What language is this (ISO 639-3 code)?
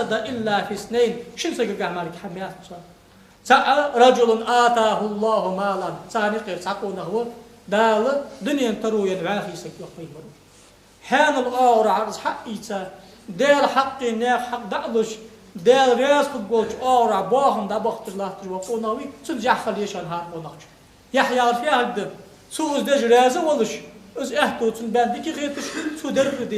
inh